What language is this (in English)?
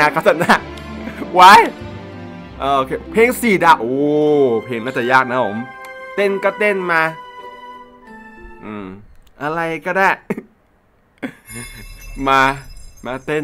Thai